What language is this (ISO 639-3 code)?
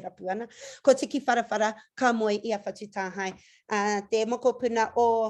mri